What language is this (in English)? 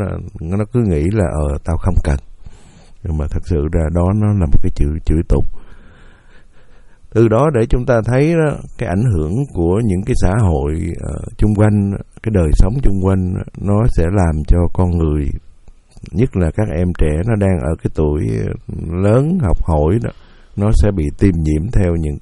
Vietnamese